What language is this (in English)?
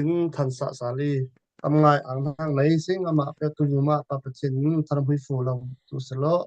Falam Chin